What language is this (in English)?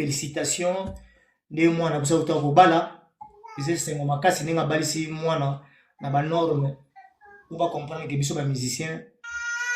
Lingala